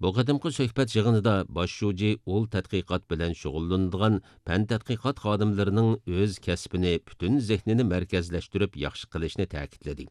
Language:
Uyghur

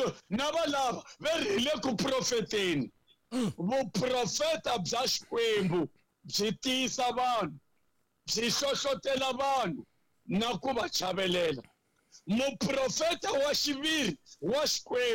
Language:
Tsonga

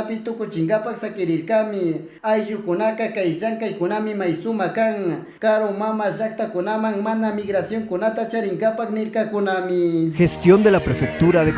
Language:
Chimborazo Highland Quichua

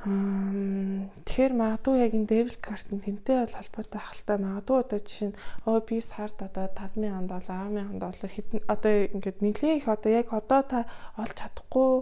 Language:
Mongolian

